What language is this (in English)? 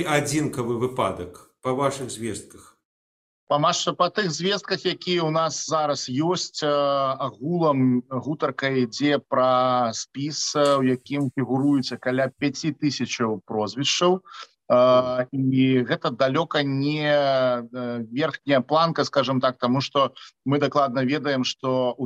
Belarusian